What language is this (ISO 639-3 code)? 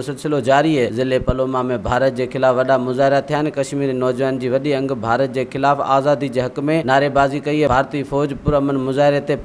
snd